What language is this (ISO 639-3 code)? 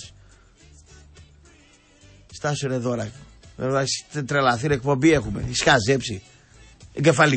ell